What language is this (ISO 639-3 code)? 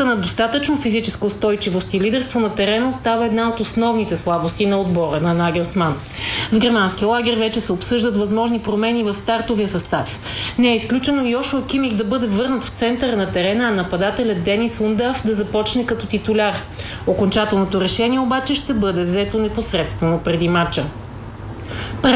bul